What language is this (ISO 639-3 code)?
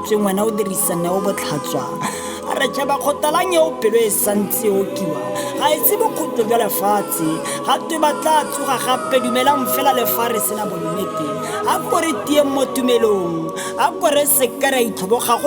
tsn